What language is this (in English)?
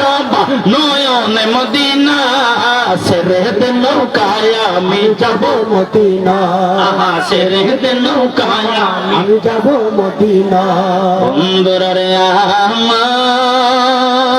Sylheti